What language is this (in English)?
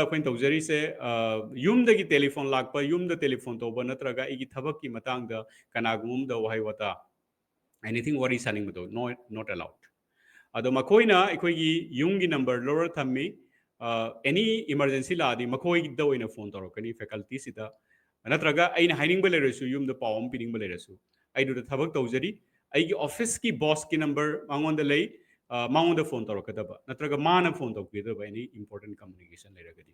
Manipuri